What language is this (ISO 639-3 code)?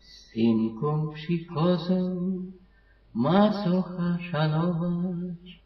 szl